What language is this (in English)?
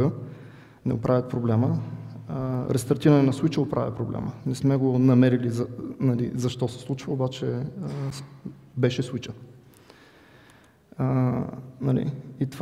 Bulgarian